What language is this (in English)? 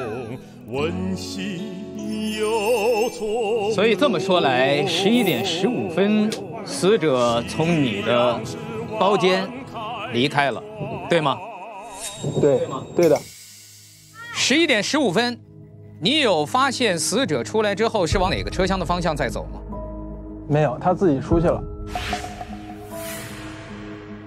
Chinese